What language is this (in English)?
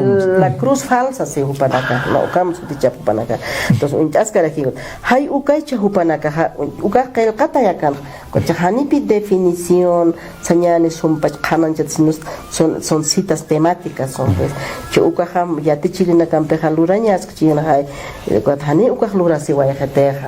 Aymara